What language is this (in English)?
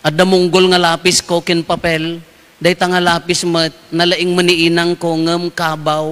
Iloko